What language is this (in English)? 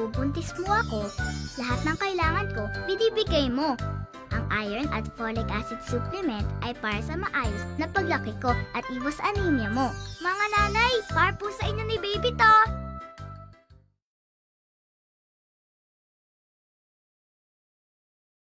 Filipino